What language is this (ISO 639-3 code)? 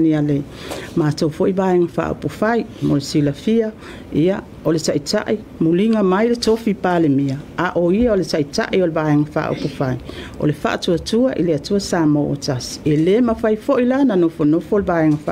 smo